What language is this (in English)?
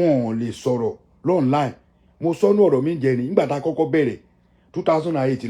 Yoruba